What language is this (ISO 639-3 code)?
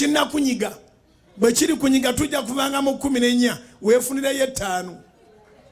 lug